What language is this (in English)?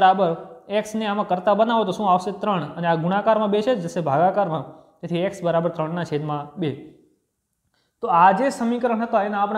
Gujarati